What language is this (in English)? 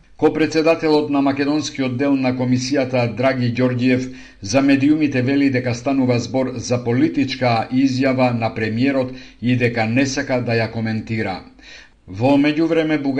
Macedonian